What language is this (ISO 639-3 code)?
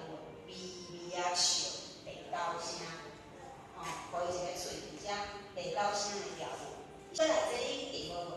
nan